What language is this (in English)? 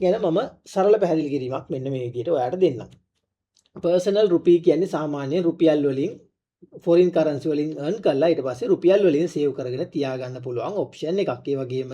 Sinhala